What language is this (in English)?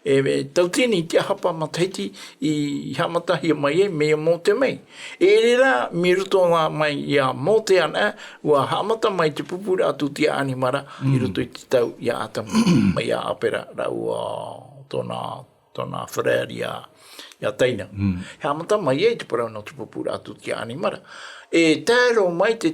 Tahitian